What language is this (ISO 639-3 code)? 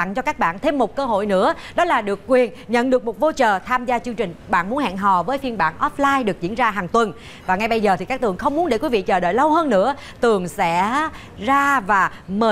vie